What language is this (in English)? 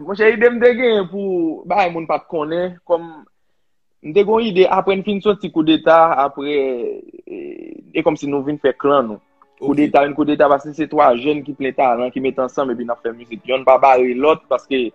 Haitian Creole